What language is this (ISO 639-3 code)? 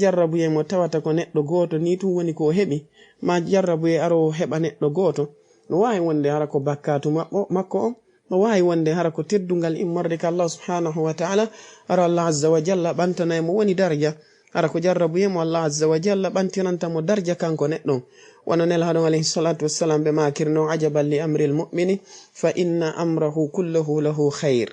ful